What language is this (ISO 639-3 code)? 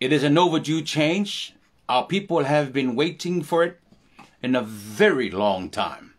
smo